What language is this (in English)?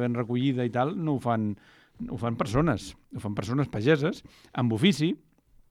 Catalan